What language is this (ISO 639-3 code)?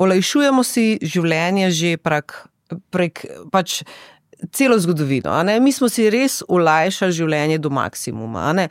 slv